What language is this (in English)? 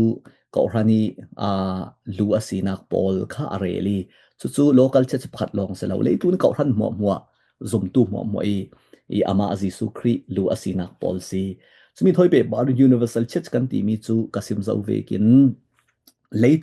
Falam Chin